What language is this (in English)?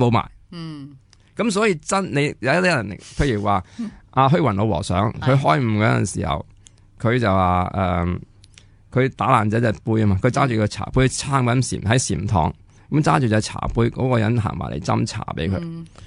Cantonese